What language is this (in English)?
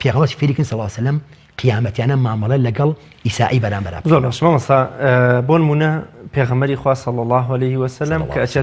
Central Kurdish